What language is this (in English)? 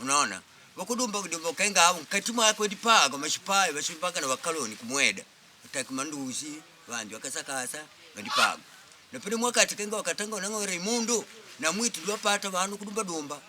Makonde